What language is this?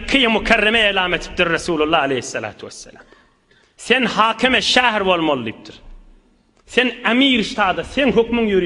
Turkmen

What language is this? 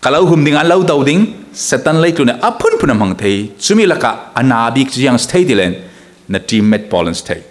Falam Chin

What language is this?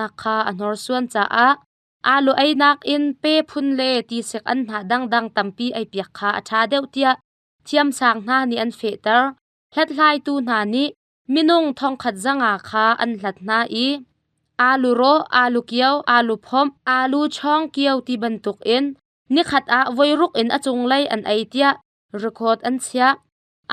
Hakha Chin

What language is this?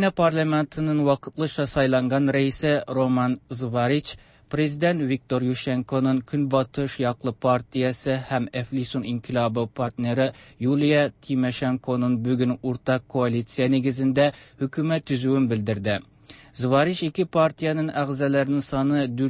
Tatar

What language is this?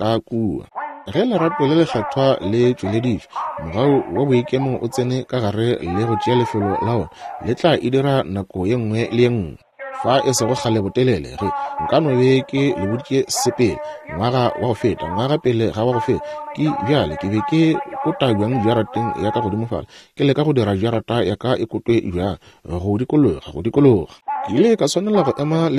Northern Sotho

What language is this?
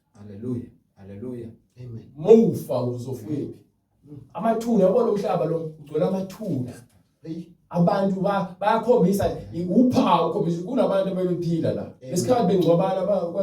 Zulu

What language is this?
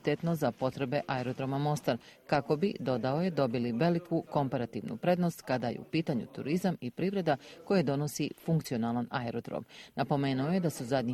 Bosnian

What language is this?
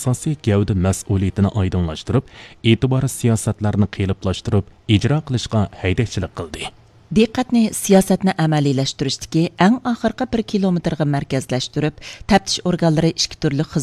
Uyghur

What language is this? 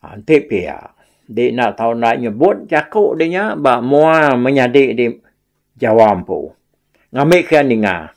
Iban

